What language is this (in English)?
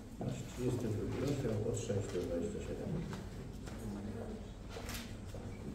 Polish